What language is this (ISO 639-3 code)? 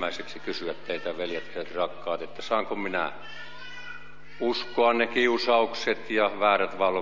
fin